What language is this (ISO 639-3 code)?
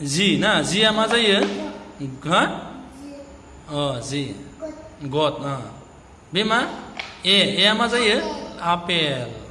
brx